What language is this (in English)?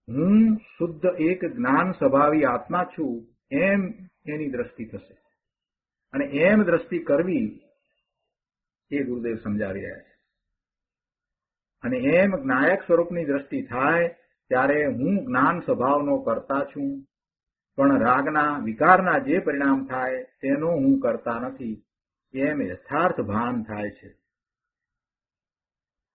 Gujarati